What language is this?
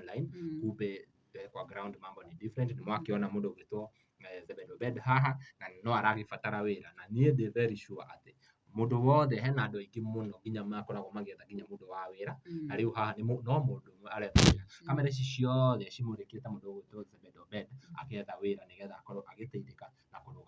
Kikuyu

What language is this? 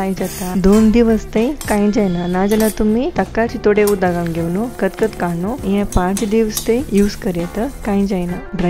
Konkani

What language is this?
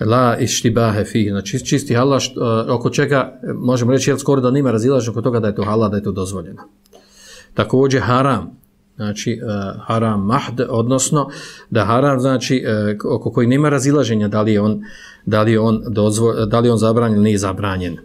Bosnian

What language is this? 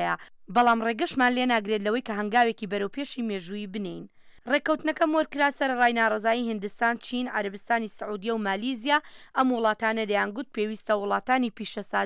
Central Kurdish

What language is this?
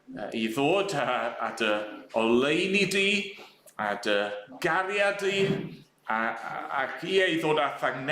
Welsh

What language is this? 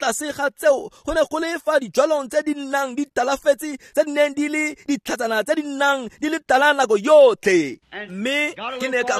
Tswana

